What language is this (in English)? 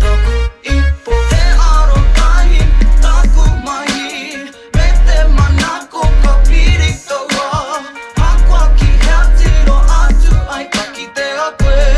Māori